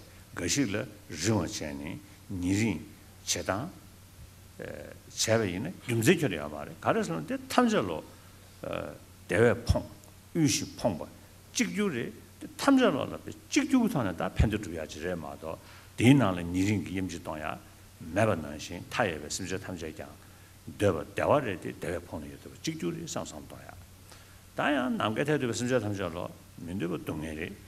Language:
Tibetan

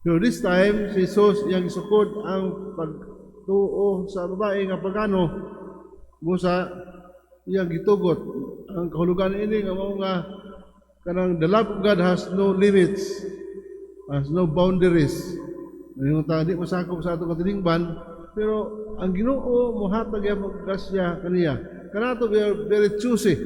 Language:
Cebuano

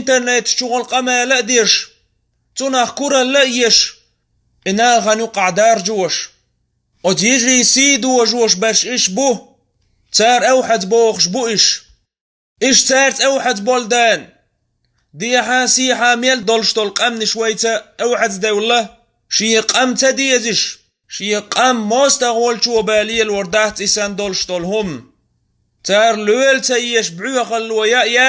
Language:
Chechen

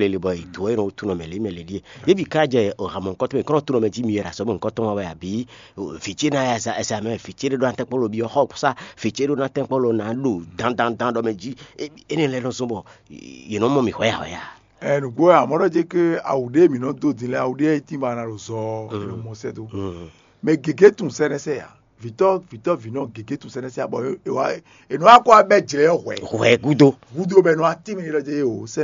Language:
Fon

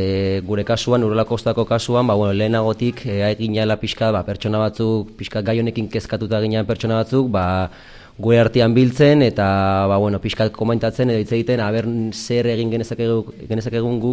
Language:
Basque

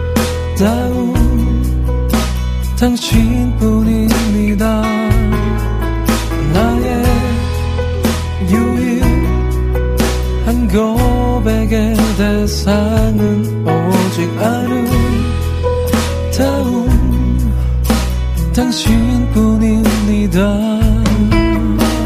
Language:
Korean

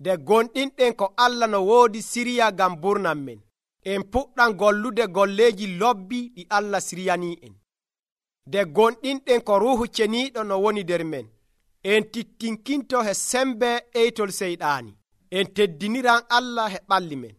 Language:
Nigerian Fulfulde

